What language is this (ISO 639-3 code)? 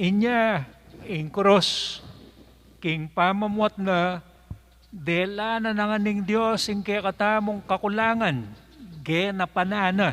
pam